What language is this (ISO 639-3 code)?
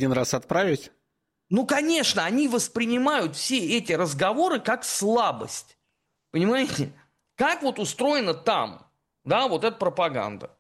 rus